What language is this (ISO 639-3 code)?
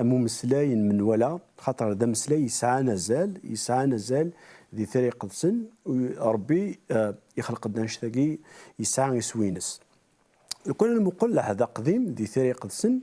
kab